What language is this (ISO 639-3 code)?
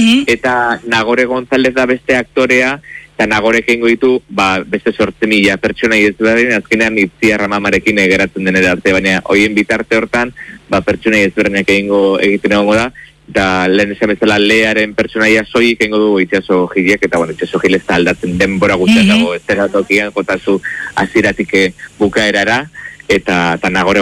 eus